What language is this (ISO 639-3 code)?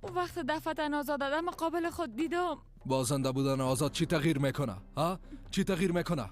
fas